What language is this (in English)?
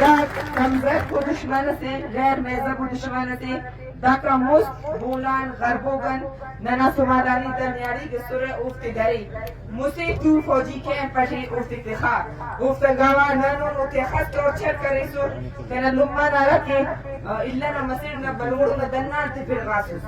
Brahui